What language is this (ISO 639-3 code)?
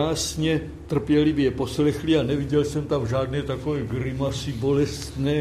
ces